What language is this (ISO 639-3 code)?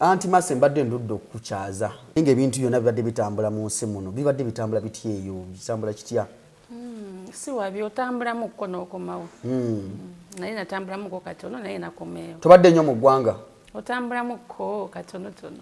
lug